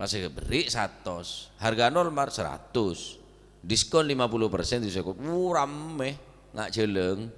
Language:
Madurese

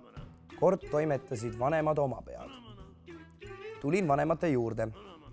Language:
Estonian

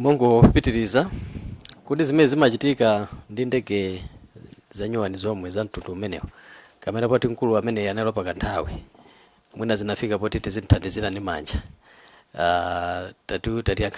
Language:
Nyanja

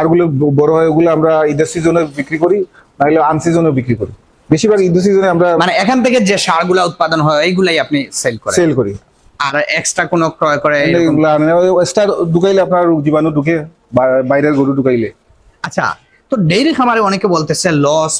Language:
Bangla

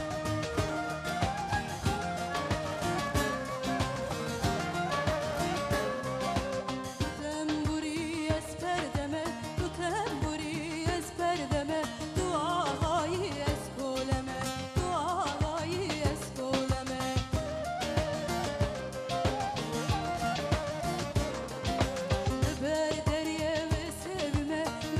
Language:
Turkish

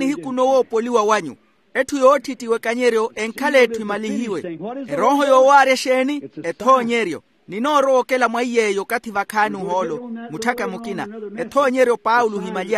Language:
Makhuwa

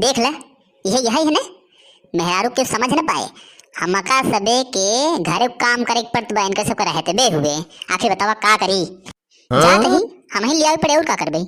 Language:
Awadhi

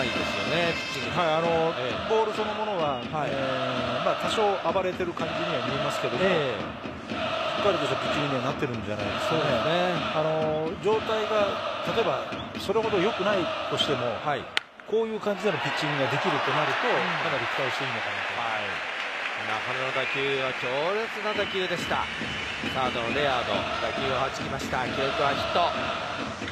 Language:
Japanese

